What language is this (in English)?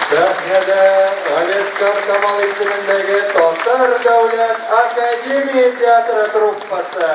Tatar